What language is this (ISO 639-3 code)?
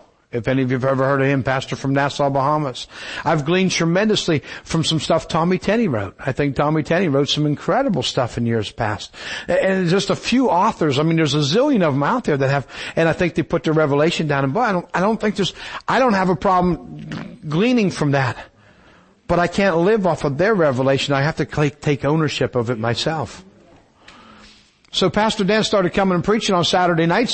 eng